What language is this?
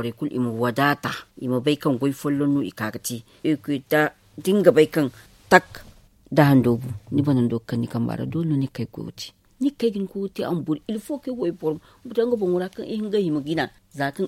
Zarma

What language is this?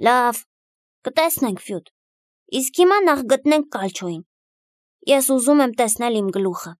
Armenian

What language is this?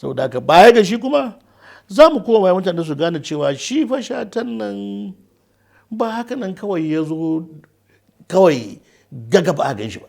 Hausa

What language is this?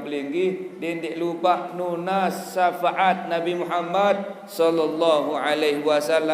Sasak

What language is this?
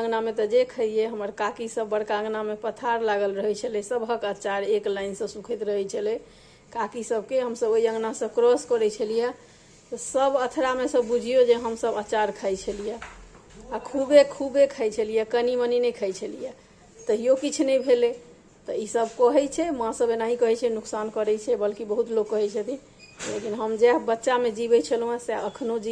Maithili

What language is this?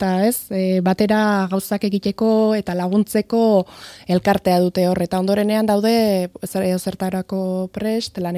Basque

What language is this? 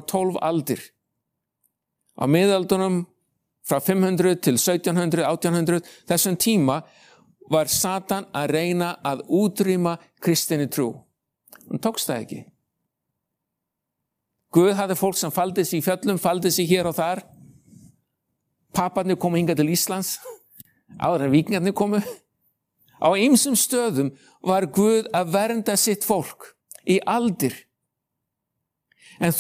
Icelandic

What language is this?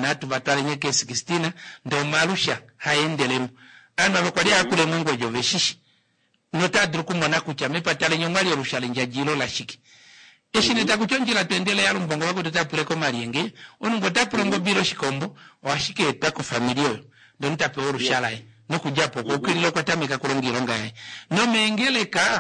Kuanyama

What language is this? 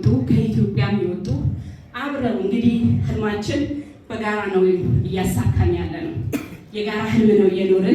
Amharic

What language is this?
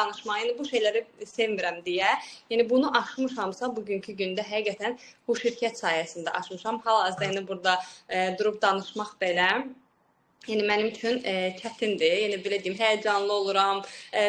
Azerbaijani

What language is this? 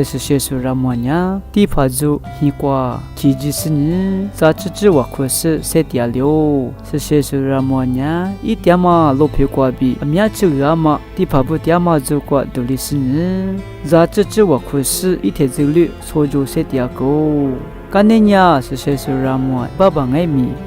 Lisu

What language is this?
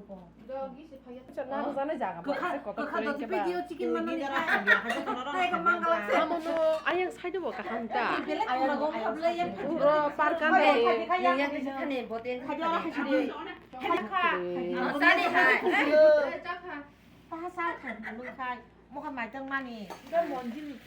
Kok Borok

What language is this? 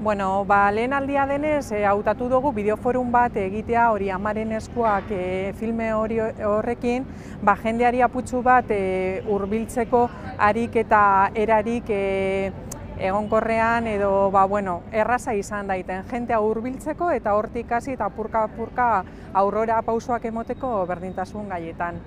Basque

